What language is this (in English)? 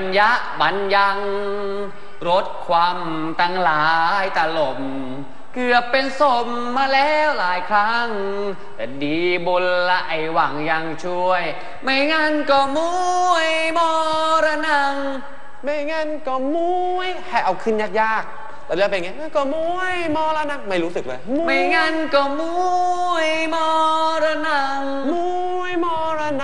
Thai